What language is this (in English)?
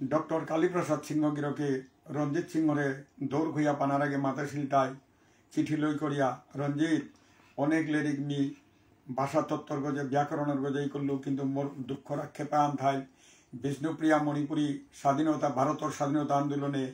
Bishnupriya